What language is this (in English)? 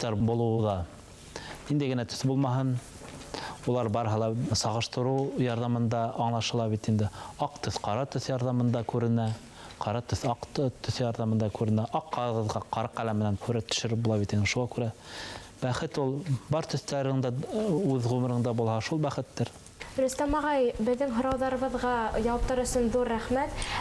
Bashkir